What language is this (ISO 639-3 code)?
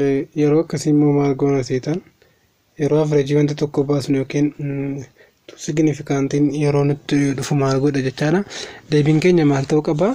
orm